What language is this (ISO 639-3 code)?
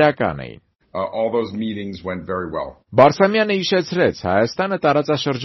hye